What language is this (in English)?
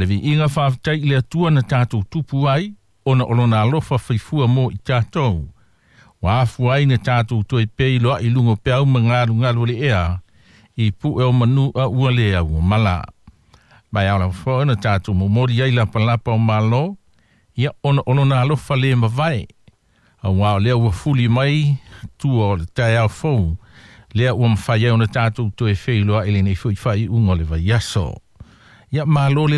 Samoan